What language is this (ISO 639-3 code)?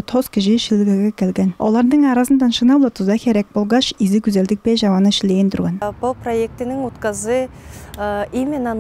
tyv